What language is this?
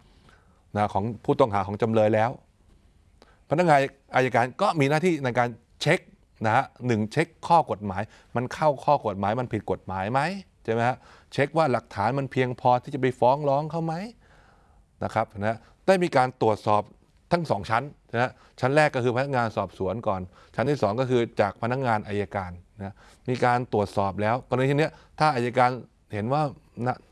Thai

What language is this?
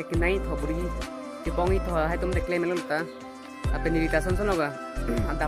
Karbi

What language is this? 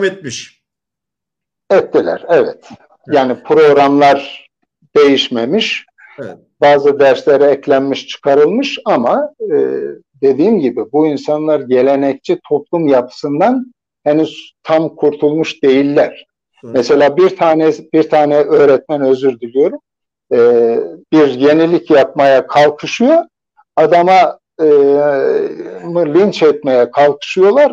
Turkish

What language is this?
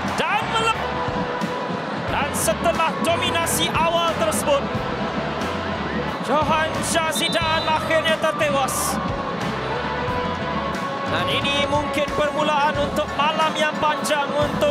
Malay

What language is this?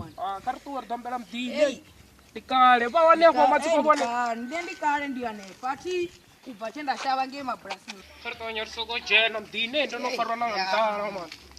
Venda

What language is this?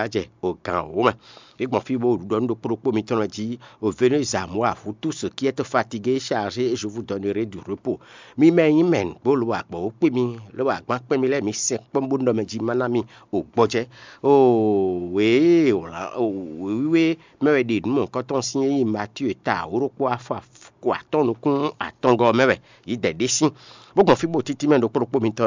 Fon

